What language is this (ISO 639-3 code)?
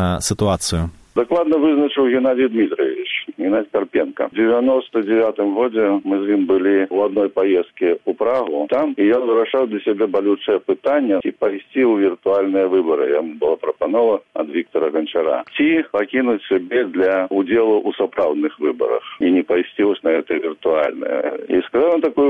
bel